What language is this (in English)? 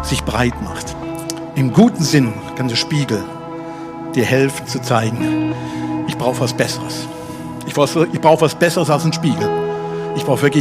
Swiss German